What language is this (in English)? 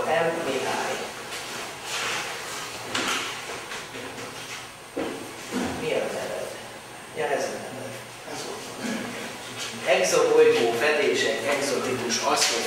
Hungarian